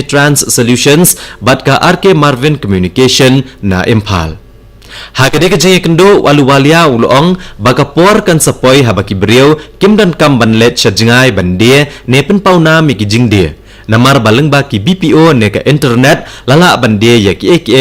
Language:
Khasi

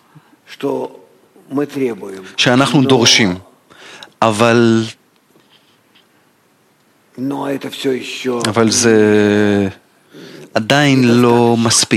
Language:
Hebrew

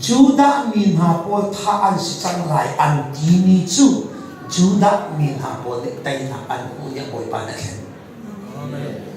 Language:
Hakha Chin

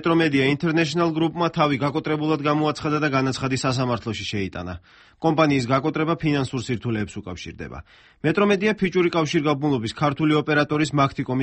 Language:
Georgian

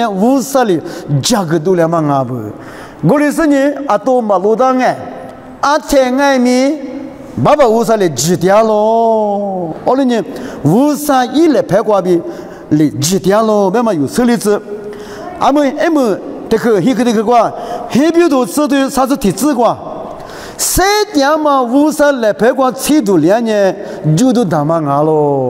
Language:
Lisu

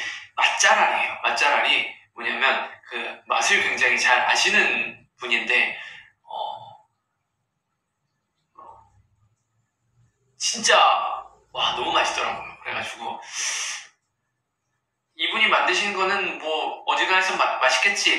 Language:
Korean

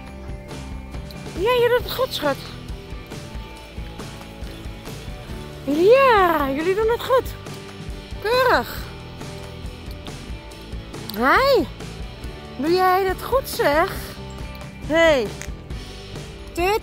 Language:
Dutch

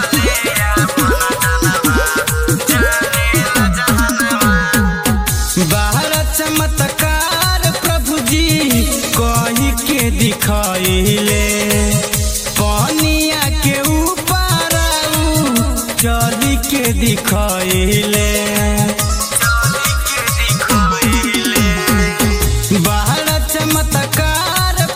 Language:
Bhojpuri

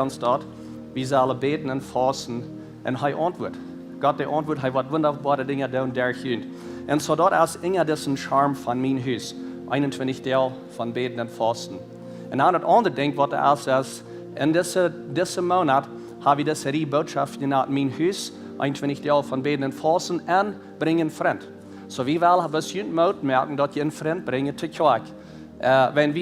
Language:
Plautdietsch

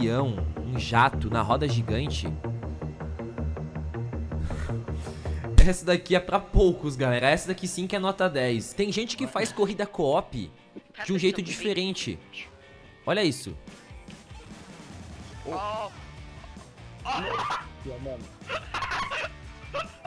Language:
Portuguese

